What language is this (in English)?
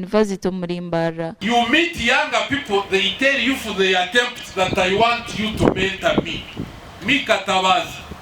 Nyankole